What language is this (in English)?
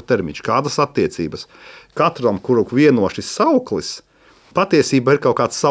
Latvian